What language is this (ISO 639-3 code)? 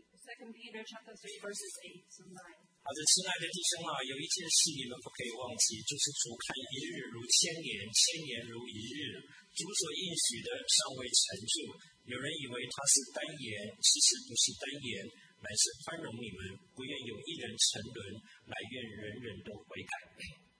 zho